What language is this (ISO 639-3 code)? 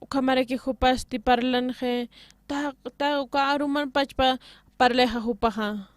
aym